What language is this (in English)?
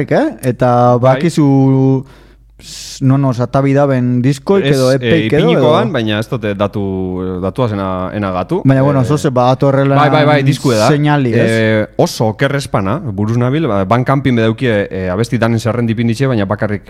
Basque